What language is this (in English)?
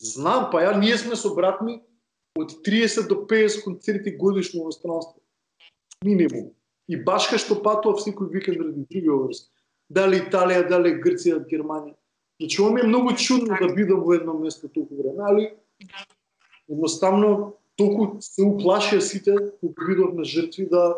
Macedonian